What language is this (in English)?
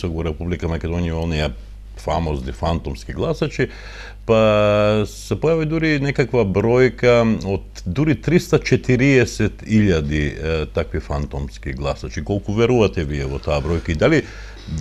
Macedonian